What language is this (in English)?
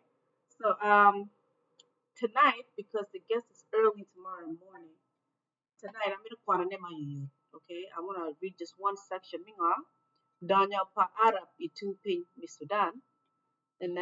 Acoli